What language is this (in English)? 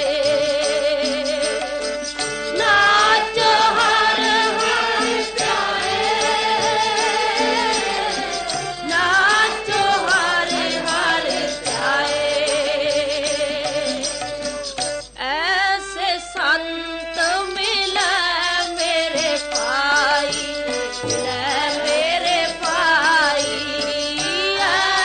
Punjabi